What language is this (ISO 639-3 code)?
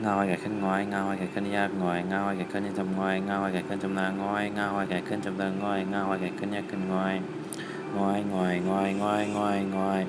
shn